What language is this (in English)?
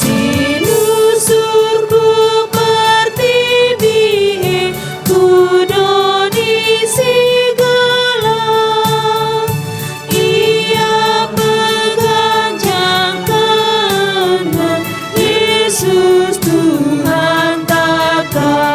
Batak Karo